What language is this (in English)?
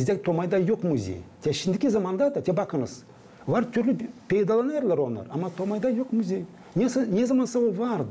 Gagauz